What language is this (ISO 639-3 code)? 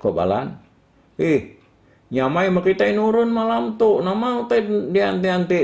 iba